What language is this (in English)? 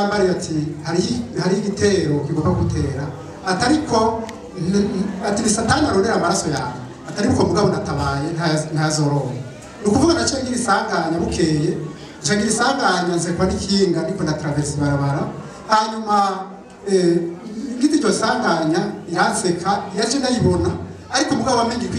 Rundi